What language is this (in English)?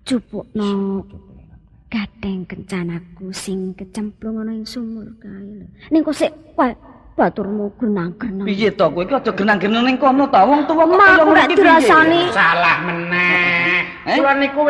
Javanese